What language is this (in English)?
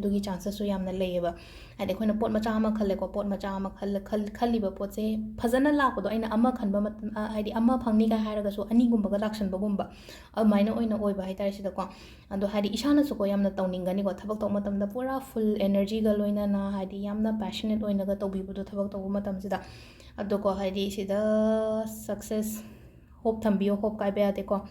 Manipuri